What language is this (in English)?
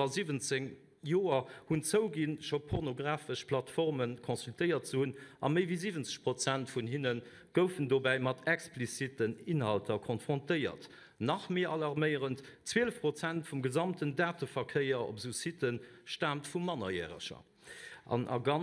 Luxembourgish